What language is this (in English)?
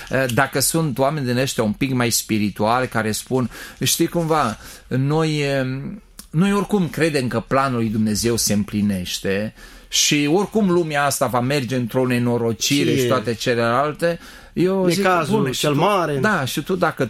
Romanian